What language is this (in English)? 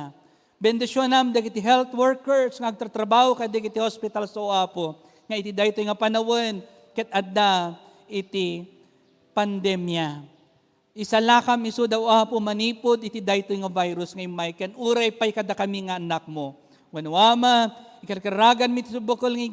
Iloko